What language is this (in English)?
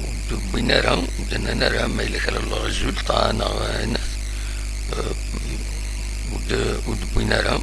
Kabyle